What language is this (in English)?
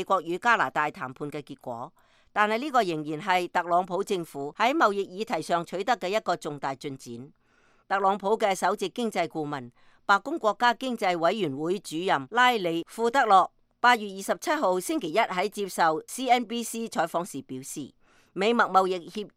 Cantonese